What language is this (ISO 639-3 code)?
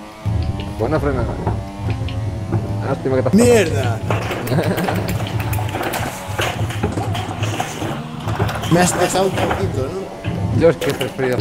spa